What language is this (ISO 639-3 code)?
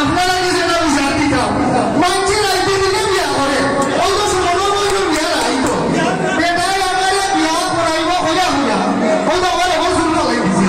syl